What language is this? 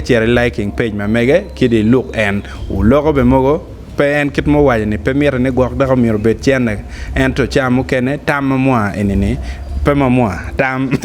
Acoli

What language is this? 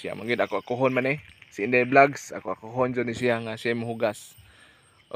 Cebuano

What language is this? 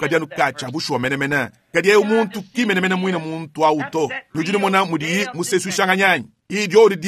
Luba-Lulua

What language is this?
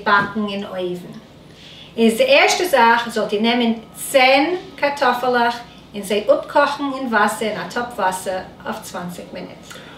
Yiddish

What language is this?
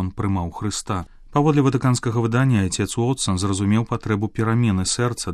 Belarusian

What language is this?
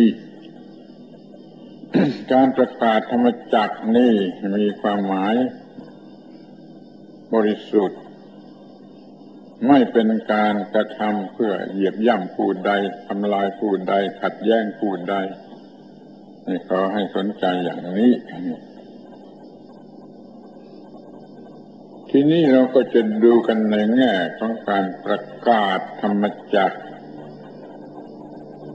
Thai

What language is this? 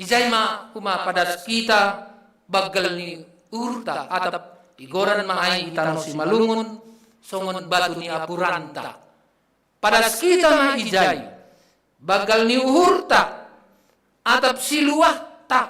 Batak Simalungun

